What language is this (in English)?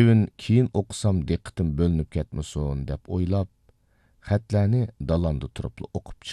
Uyghur